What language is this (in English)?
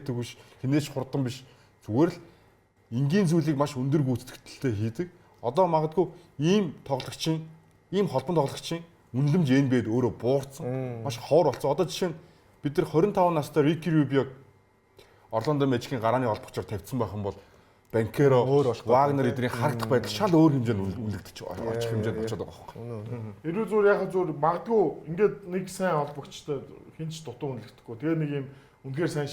Mongolian